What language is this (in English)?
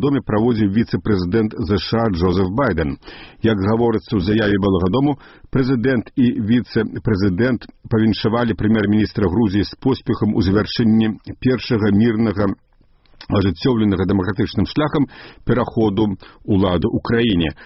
Belarusian